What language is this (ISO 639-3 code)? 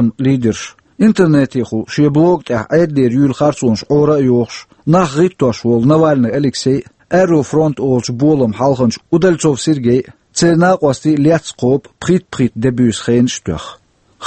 che